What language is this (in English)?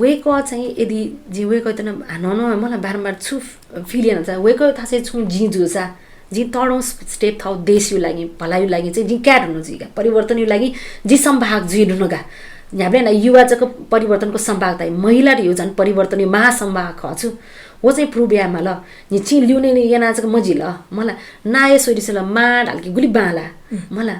Newari